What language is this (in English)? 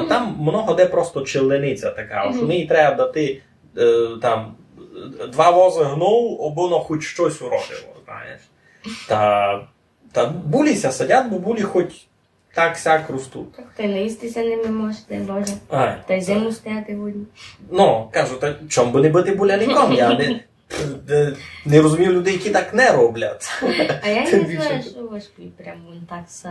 Rusyn